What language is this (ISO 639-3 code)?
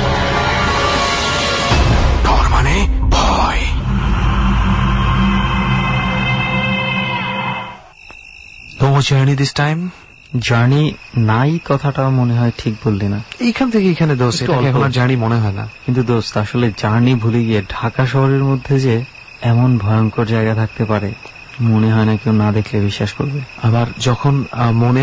ben